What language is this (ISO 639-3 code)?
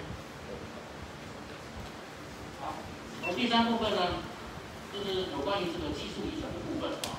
zho